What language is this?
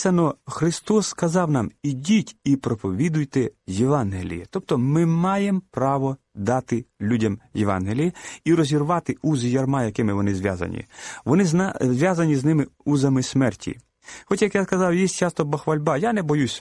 Ukrainian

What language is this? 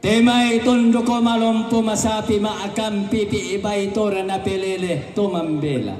Toraja-Sa'dan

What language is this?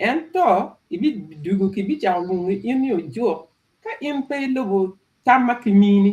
Acoli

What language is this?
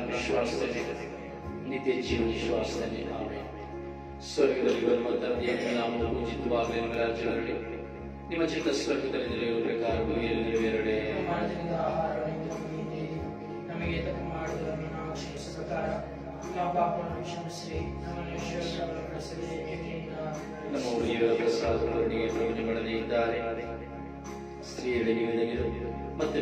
Kannada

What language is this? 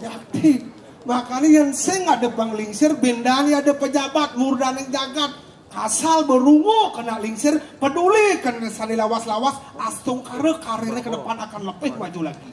Balinese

